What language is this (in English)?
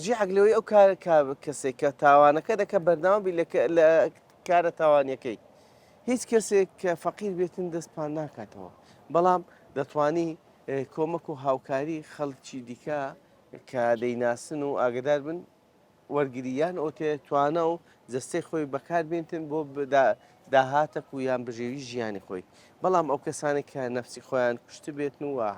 Central Kurdish